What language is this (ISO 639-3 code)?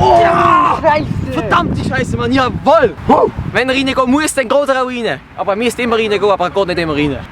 gsw